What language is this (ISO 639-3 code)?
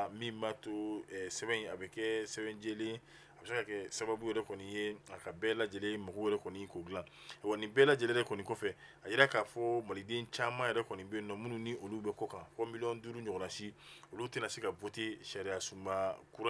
bam